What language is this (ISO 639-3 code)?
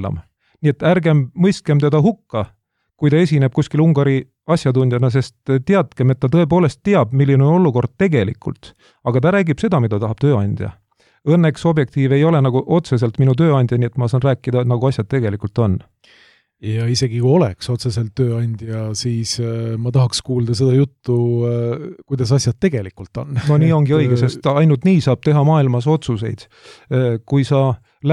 est